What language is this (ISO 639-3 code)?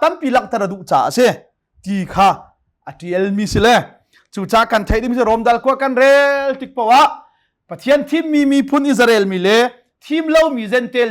cnh